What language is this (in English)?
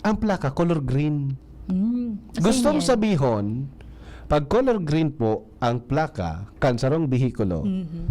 Bikol